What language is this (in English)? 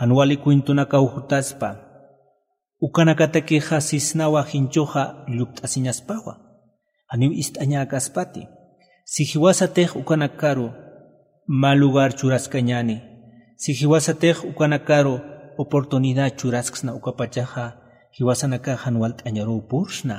Aymara